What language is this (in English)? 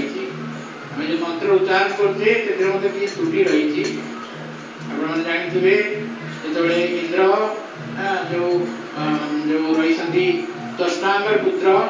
Odia